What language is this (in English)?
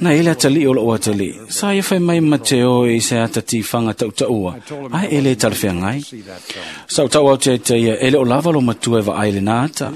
Samoan